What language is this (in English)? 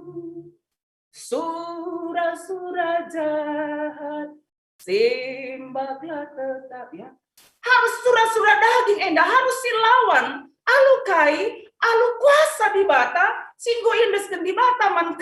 Batak Karo